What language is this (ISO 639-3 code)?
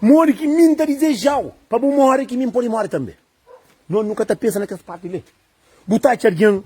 kea